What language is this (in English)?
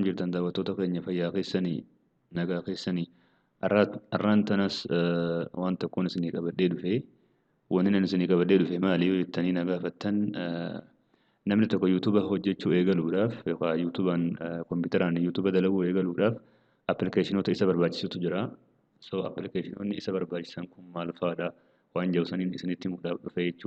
Oromo